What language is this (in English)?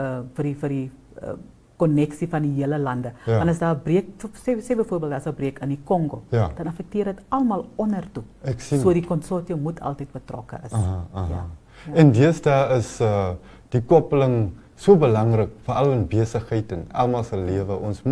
Afrikaans